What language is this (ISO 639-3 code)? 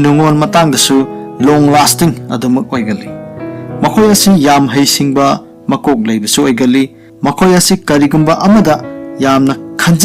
mni